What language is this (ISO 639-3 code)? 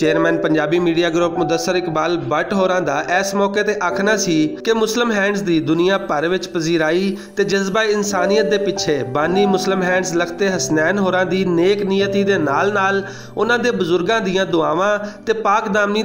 lah